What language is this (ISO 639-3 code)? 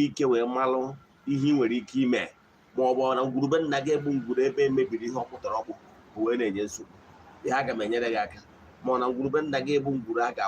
ibo